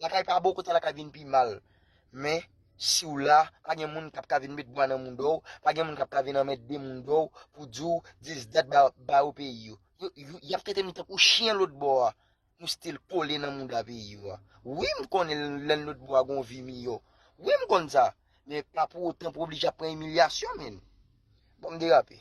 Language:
Haitian Creole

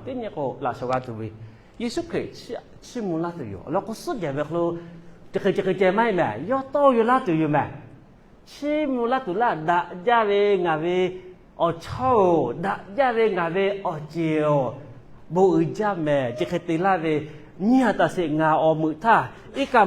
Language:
Lahu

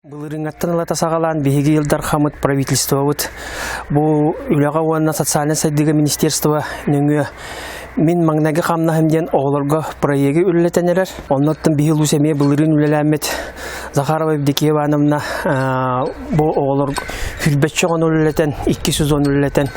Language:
Yakut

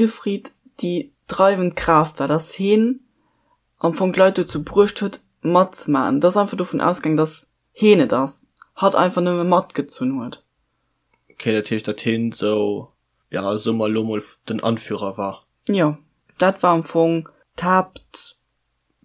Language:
Luxembourgish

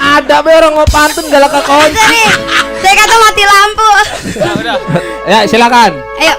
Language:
Betawi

